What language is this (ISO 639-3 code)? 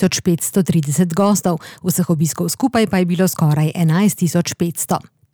slv